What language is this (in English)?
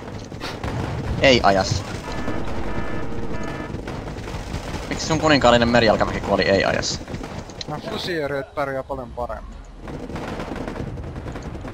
Finnish